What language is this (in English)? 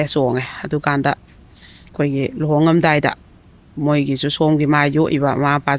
Manipuri